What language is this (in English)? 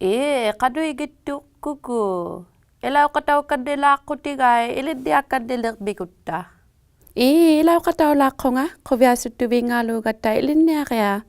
Inuktitut